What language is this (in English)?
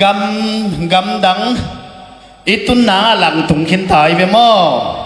Tedim Chin